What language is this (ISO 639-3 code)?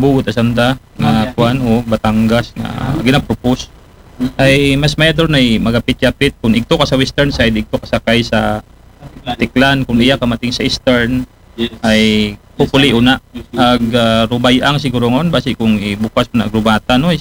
akl